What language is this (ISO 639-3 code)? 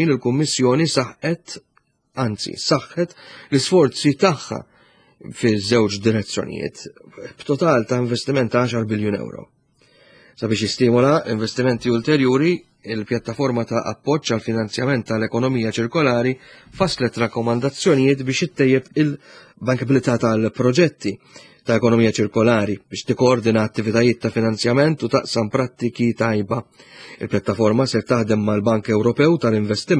mlt